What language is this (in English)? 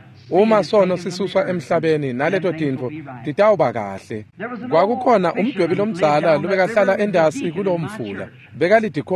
Swati